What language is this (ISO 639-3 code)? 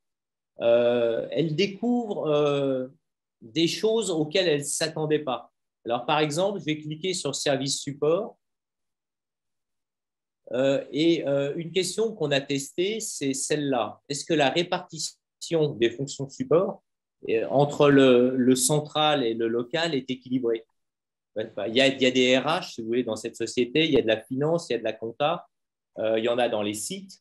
fra